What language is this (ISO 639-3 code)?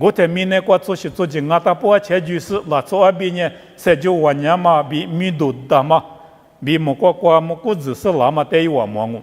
lis